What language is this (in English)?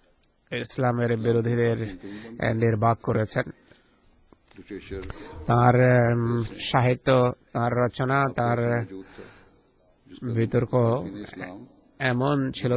Bangla